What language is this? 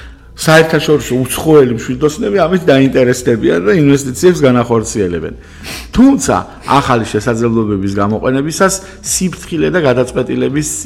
Georgian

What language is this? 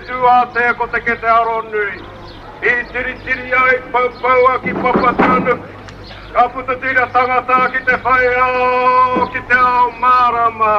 Māori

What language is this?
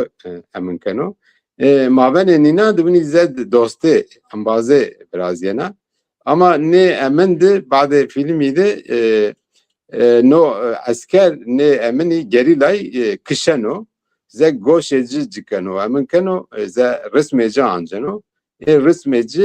Zaza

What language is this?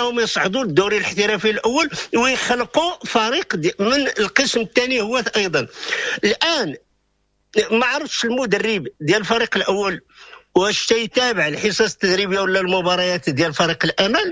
Moroccan Arabic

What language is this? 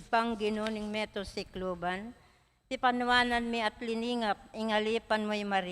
Pampanga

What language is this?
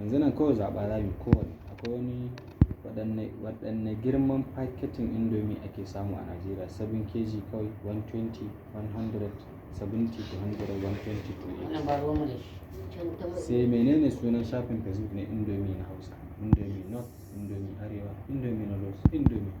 Hausa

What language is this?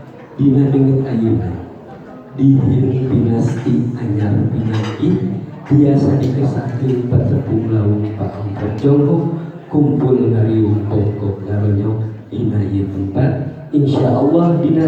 Sundanese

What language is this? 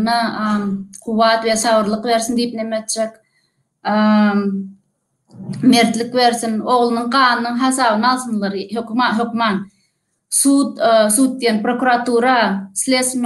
Turkmen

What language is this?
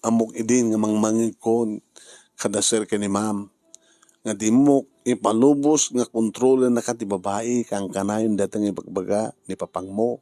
Iloko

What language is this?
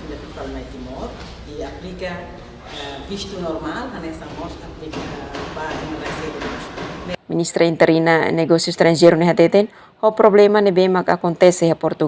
Tetum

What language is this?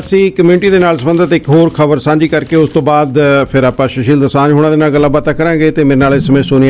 Punjabi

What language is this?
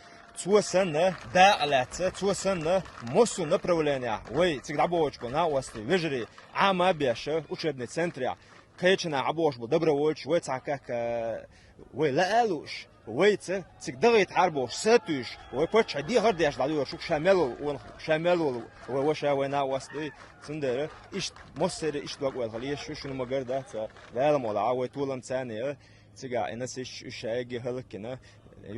Chechen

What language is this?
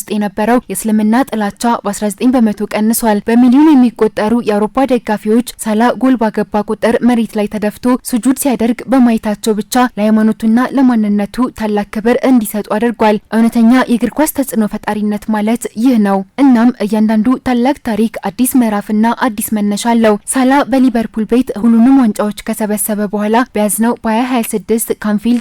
Amharic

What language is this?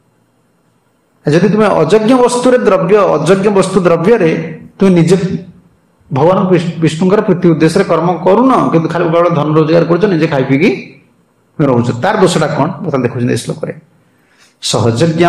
Odia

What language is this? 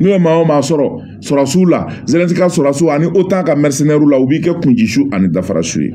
Bambara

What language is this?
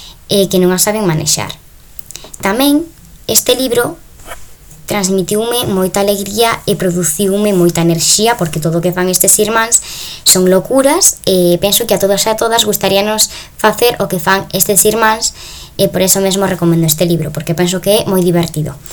Galician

